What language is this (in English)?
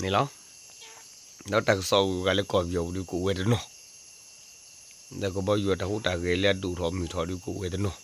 S'gaw Karen